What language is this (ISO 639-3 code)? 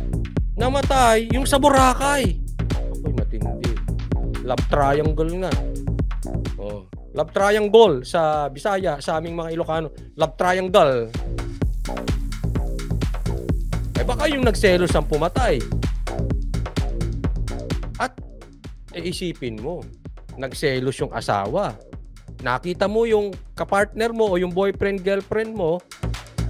fil